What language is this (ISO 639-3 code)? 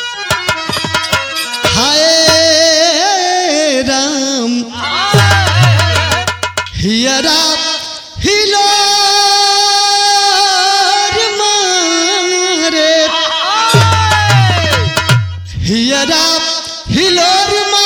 bho